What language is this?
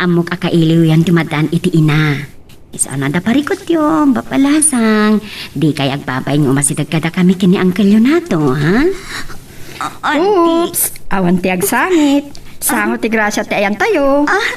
Iloko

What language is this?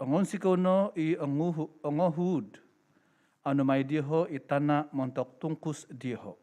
Central Dusun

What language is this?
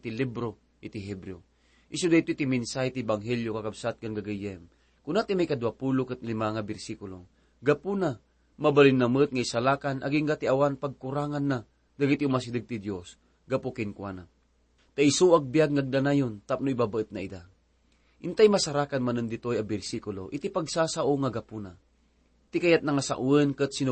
Iloko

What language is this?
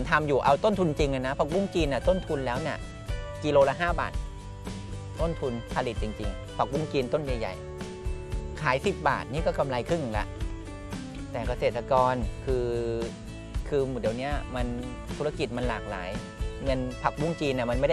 Thai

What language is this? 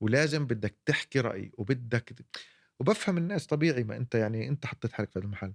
North Levantine Arabic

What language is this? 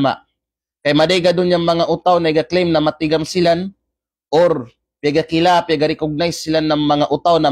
Kalagan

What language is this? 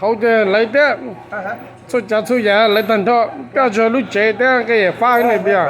Hmong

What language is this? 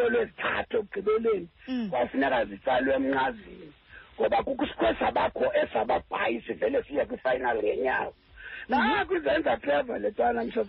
Xhosa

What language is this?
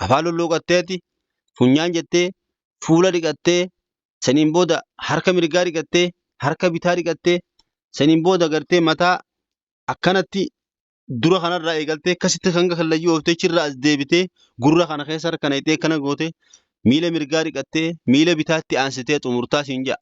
Oromo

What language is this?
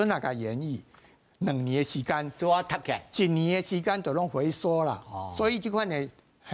Min Nan Chinese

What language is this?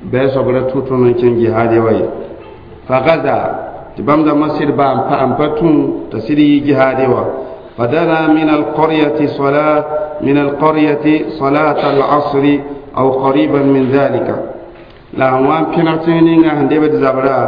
Mossi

